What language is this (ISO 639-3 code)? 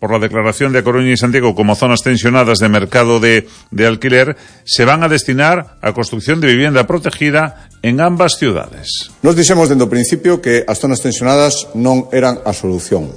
glg